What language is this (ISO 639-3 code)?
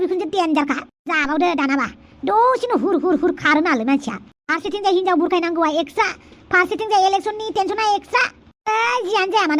brx